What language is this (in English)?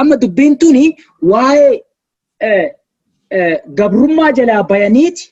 Oromo